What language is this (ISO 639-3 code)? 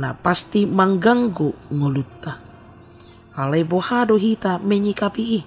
bbc